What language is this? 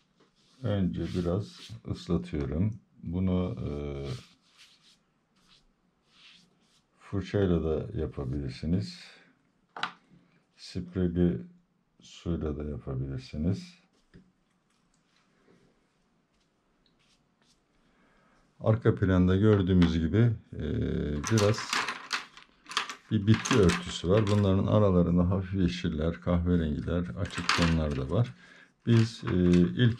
Turkish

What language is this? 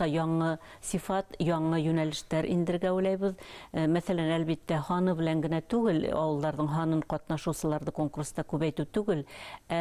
Bashkir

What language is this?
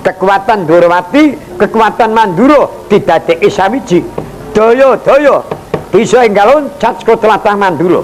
Javanese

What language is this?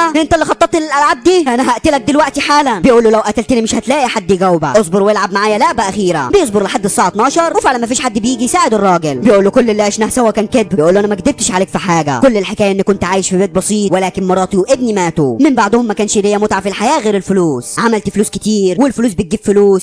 Egyptian Arabic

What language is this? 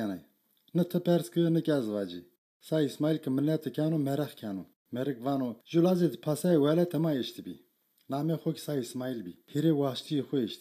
Zaza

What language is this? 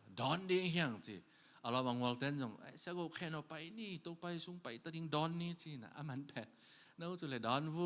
Tedim Chin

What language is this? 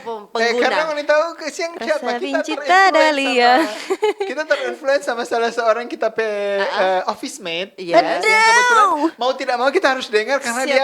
Manado Malay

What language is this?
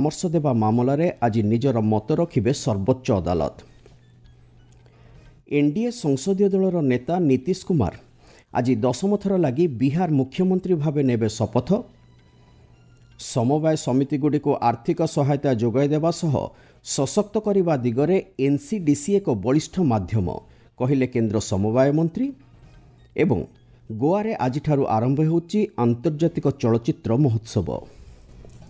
Odia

